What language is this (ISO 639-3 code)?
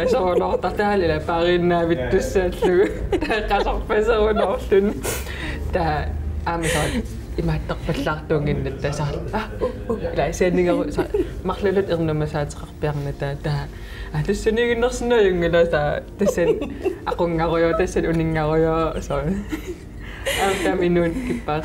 kal